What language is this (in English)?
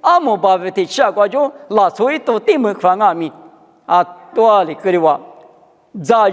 Lisu